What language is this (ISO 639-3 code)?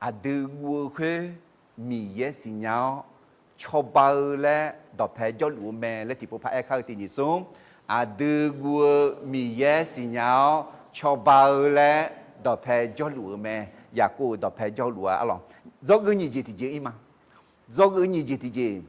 ahk